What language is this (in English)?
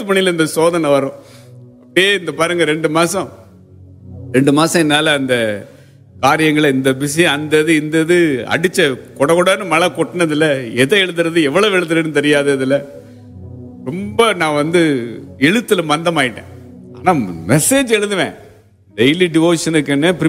Tamil